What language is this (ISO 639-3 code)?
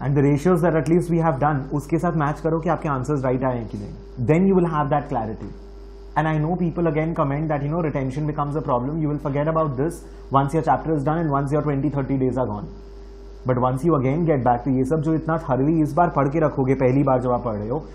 hin